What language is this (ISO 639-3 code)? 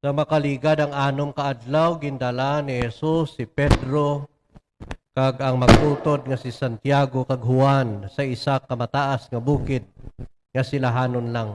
hil